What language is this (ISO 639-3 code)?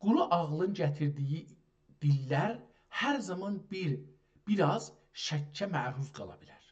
azb